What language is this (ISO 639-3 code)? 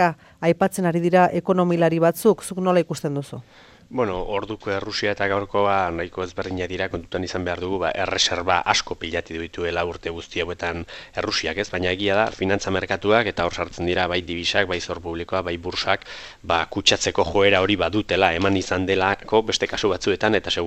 eus